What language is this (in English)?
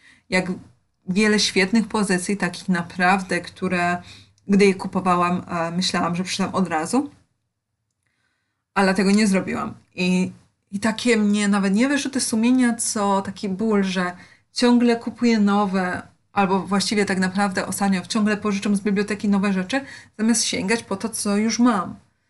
Polish